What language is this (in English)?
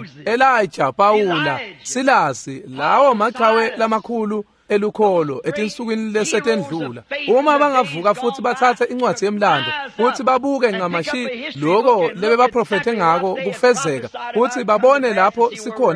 Swati